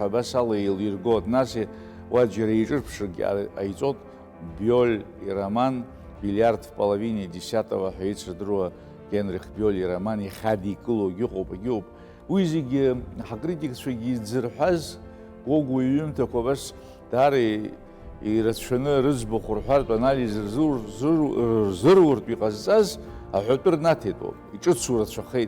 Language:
Abkhazian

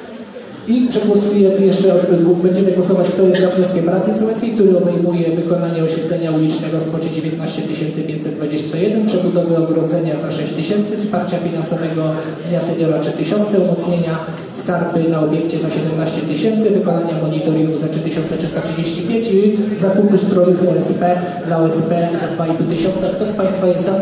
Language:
Polish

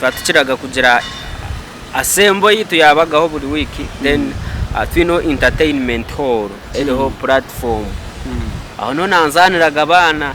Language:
Nyankole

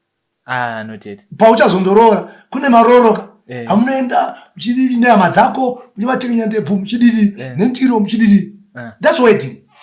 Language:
Shona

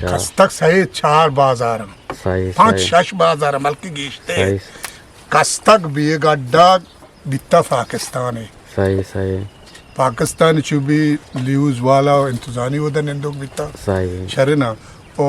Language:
Eastern Balochi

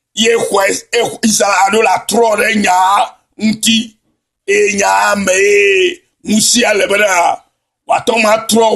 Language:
Ewe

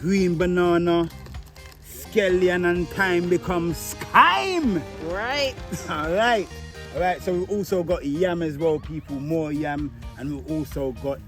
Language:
Jamaican Creole English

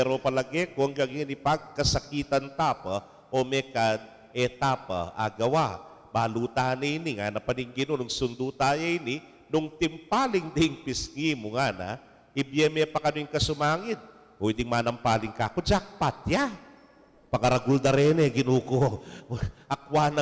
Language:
Pampanga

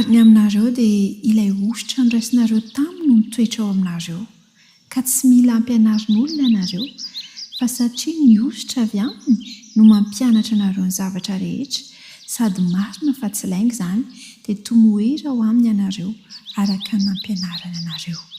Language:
Malagasy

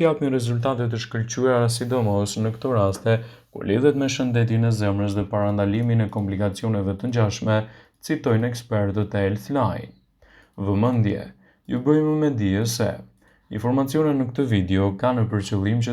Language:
Albanian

